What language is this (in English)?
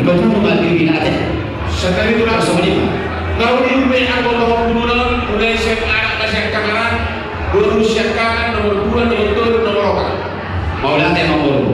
Batak Toba